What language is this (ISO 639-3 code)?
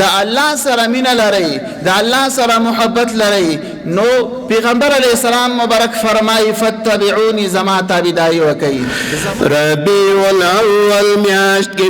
pus